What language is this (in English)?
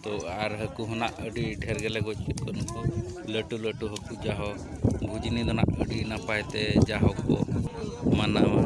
Santali